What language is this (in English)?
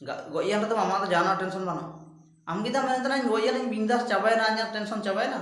Ho